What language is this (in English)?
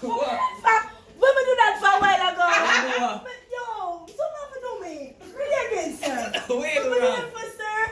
Jamaican Creole English